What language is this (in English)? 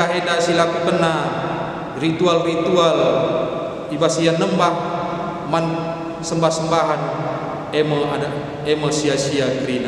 Batak Karo